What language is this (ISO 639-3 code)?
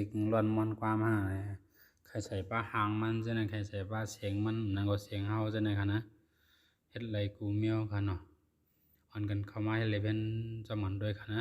shn